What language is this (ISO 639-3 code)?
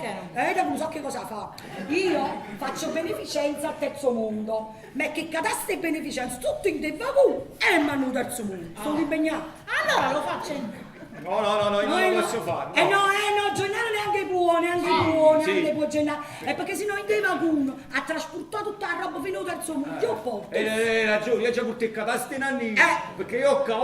nap